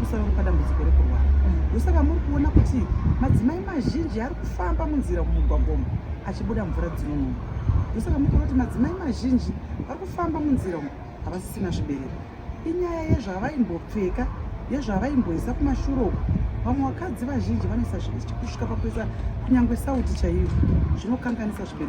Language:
Shona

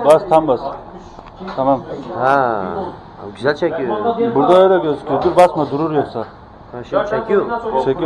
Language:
Turkish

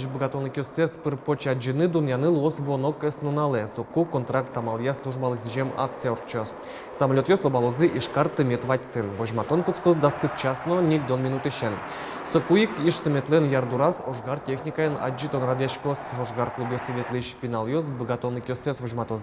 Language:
Udmurt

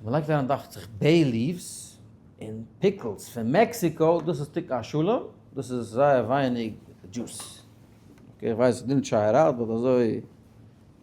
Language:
Yiddish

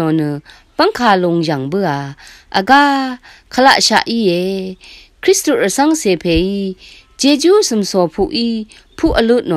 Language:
Rawang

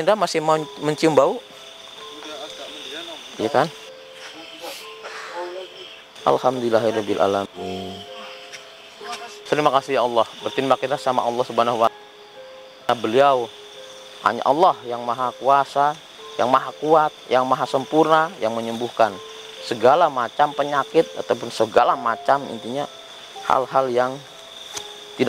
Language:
Indonesian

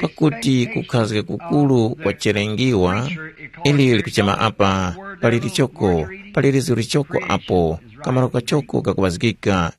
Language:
Tumbuka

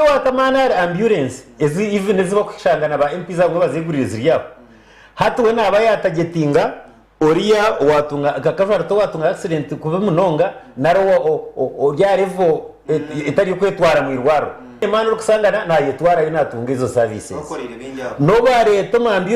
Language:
Nyankole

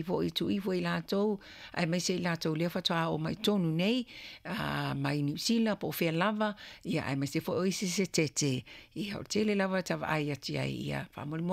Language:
Samoan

